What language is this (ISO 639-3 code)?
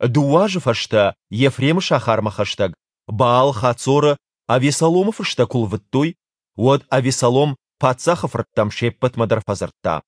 oss